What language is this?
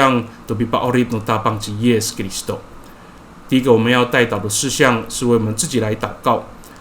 Amis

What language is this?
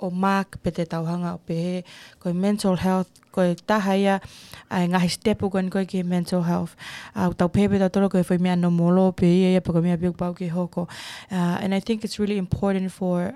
Tongan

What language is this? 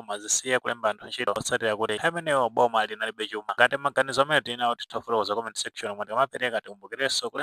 Nyanja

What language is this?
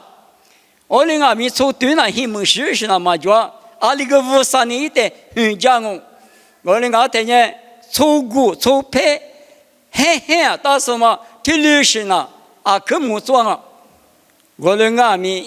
Lisu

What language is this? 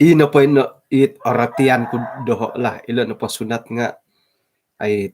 Central Dusun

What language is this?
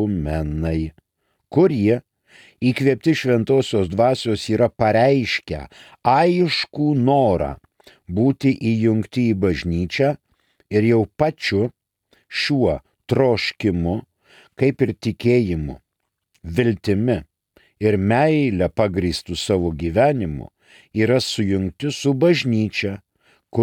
Lithuanian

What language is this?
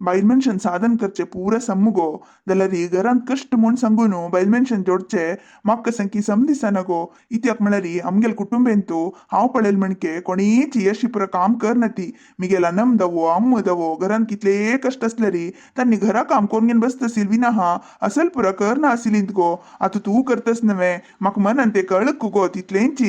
Konkani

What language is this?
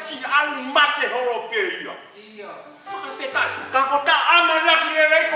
Tongan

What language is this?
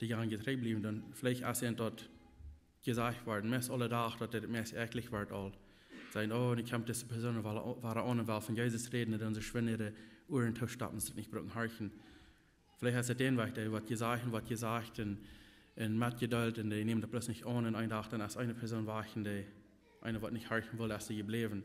Plautdietsch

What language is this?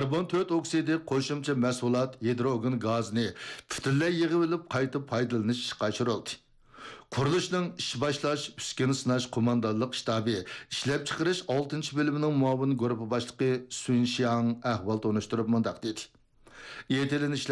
Uyghur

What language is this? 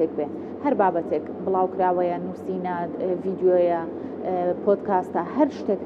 Central Kurdish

